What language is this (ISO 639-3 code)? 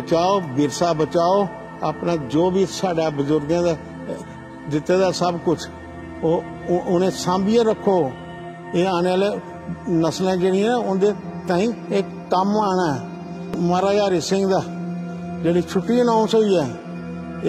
doi